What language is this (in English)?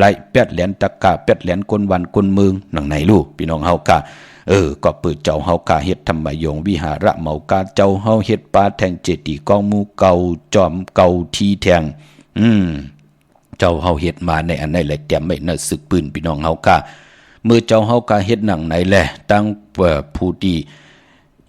Shan